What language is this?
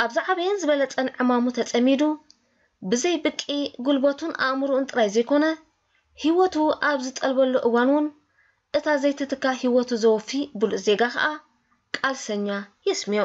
Tigrinya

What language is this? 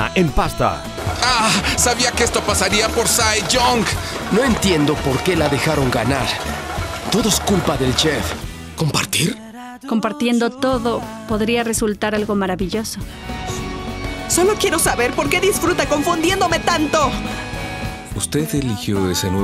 Spanish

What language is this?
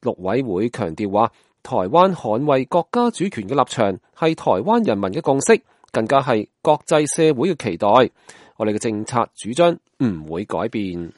Cantonese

